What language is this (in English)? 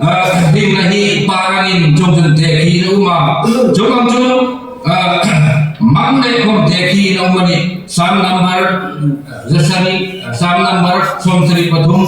Hmar